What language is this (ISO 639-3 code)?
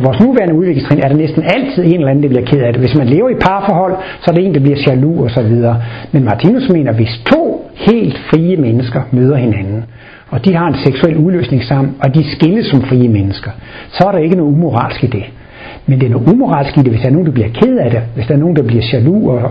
dan